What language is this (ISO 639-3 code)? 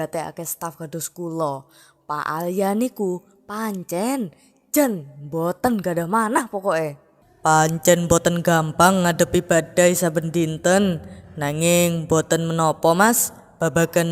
jav